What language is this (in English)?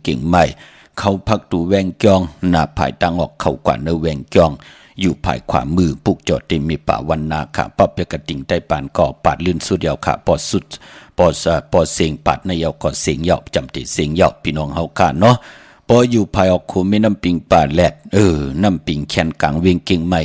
Shan